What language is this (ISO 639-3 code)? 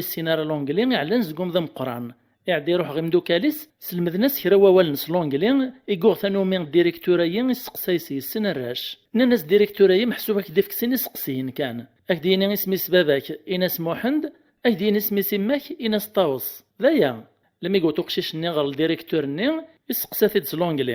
kab